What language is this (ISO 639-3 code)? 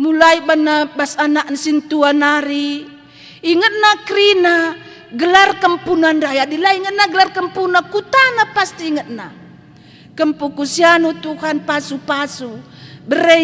btx